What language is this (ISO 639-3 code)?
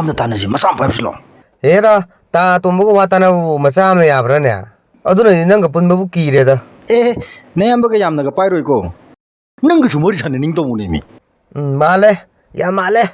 mni